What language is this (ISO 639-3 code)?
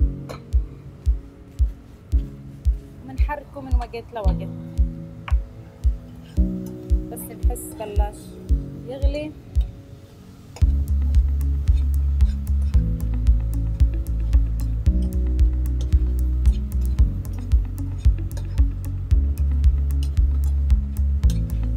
ajp